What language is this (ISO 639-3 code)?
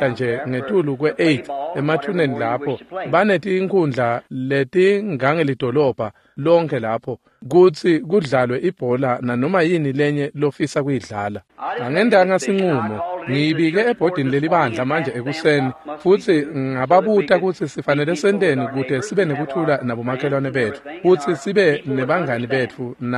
ssw